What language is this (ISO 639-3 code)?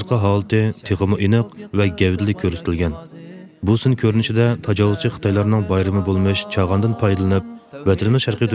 uig